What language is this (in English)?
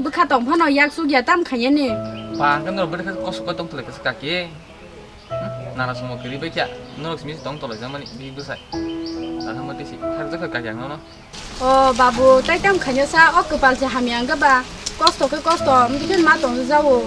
Kok Borok